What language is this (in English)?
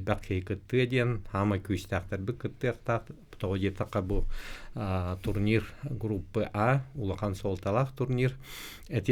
Yakut